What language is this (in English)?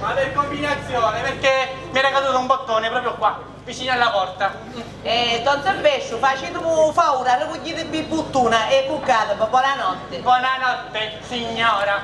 Sicilian